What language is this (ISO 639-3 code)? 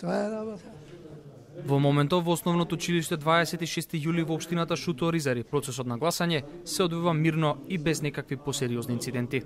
mkd